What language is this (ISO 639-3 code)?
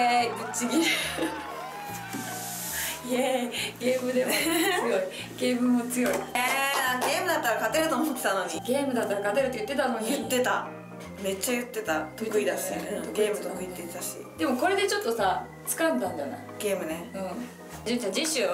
jpn